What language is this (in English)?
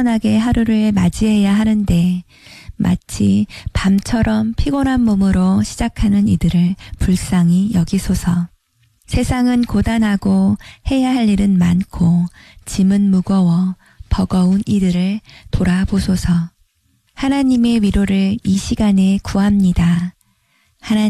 Korean